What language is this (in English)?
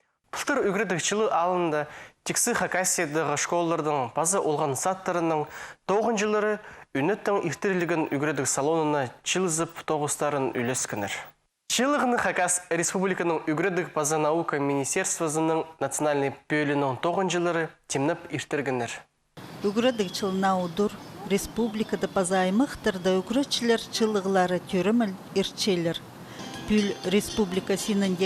Khakas